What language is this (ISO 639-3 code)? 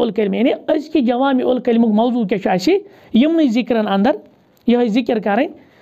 kas